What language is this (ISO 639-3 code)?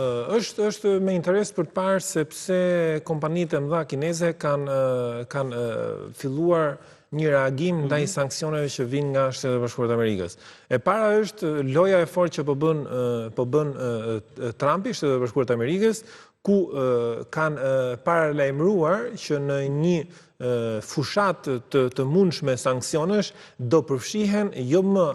sqi